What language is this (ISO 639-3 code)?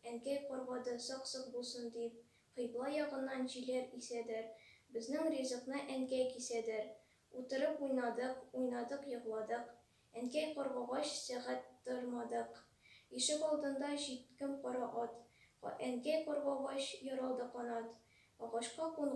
tat